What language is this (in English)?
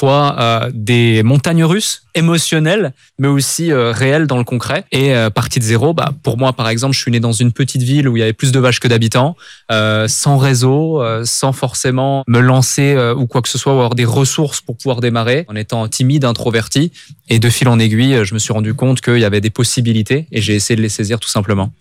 French